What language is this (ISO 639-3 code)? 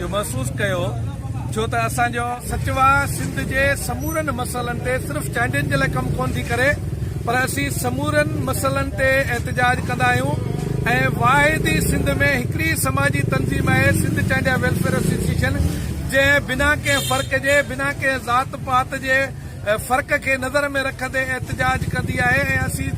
snd